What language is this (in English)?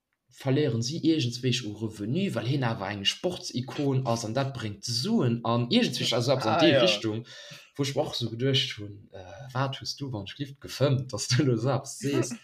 Luxembourgish